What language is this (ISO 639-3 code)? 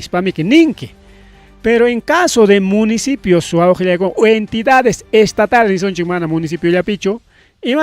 quy